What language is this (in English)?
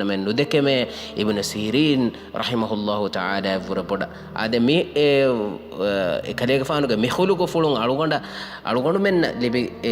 Divehi